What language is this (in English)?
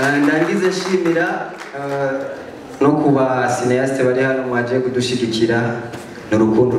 Rundi